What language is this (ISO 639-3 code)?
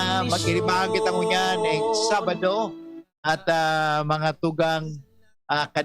bik